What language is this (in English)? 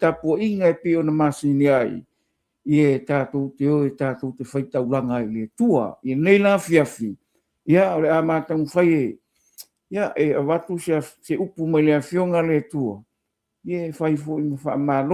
Samoan